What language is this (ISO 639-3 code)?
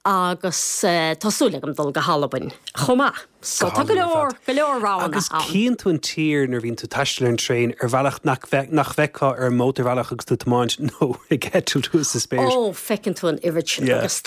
gle